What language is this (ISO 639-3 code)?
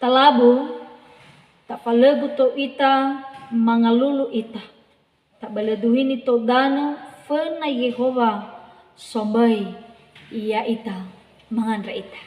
nia